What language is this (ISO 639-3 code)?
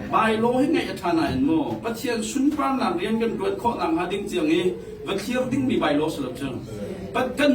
cnh